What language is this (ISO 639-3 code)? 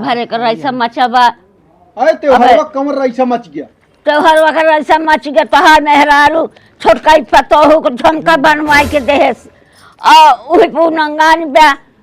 awa